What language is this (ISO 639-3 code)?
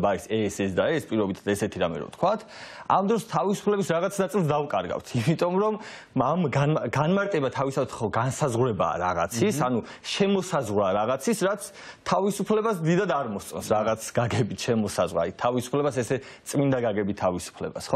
kat